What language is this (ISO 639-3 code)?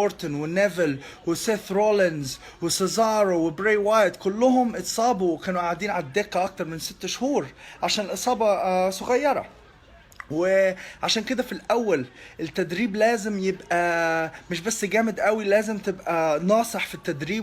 arz